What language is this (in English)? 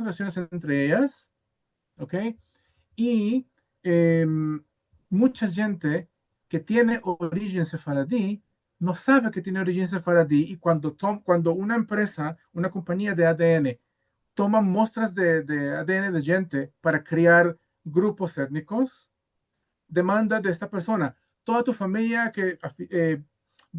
Ladino